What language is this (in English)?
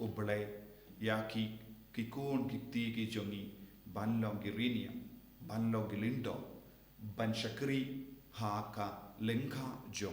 Khasi